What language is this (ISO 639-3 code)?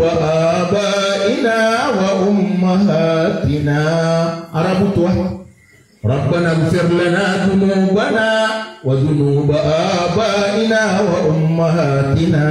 mrw